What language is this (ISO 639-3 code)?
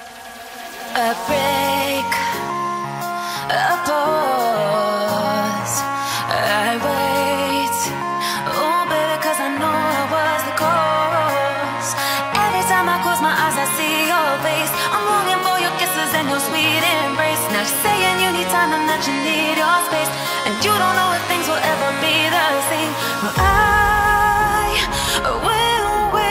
eng